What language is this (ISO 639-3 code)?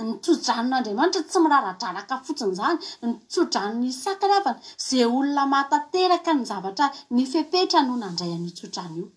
mlg